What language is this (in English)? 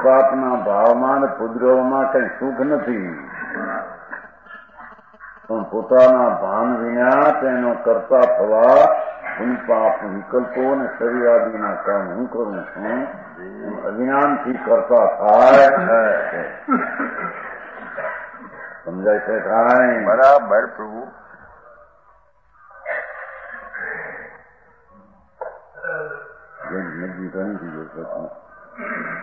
Gujarati